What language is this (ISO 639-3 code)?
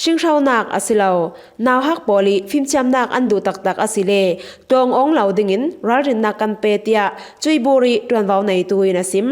cfm